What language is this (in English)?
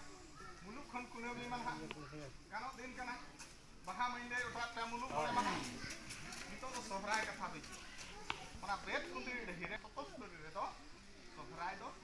Santali